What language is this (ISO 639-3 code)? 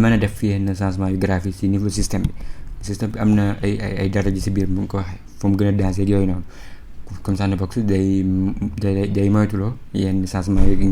wol